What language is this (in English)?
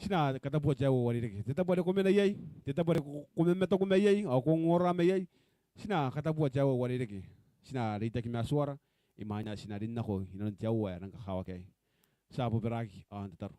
Gilbertese